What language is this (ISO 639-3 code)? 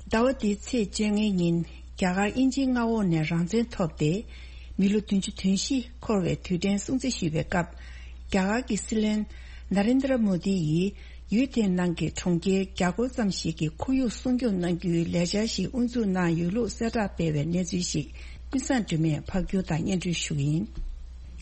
bod